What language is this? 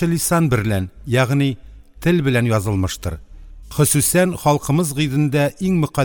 Tatar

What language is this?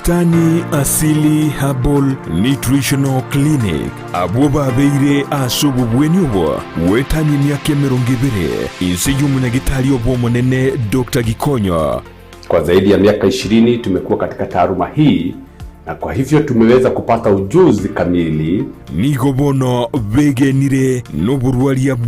Gusii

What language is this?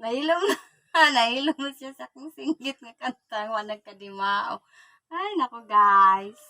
Cebuano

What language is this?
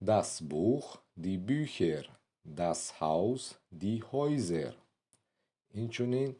Tajik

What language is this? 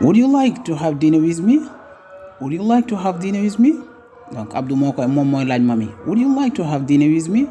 Wolof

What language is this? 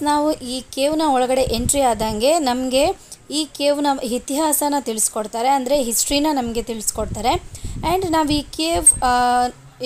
Kannada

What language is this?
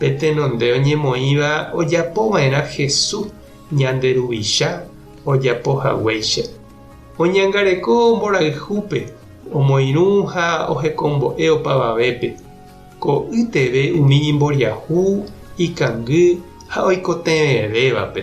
Guarani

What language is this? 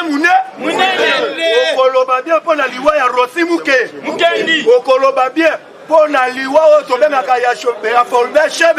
Lingala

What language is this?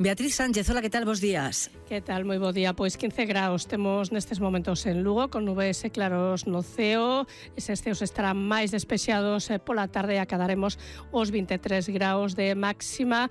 Galician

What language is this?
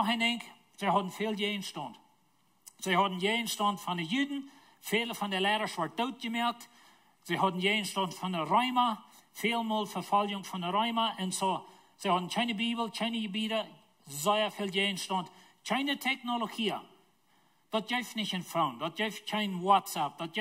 Plautdietsch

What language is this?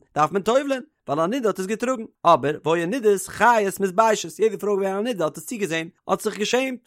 Yiddish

